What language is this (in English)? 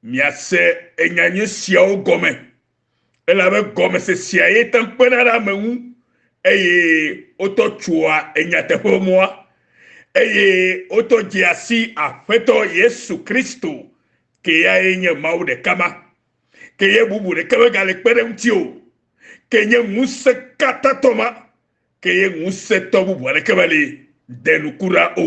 Ewe